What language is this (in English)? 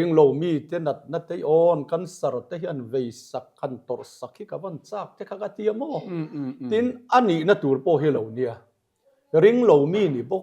Mizo